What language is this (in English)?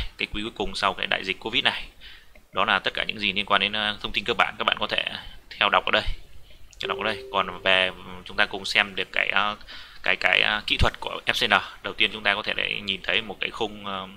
Vietnamese